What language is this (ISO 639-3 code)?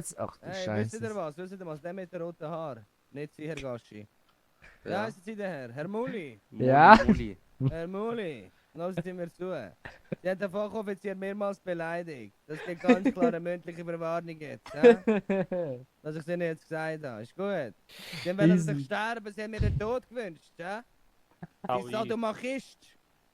gsw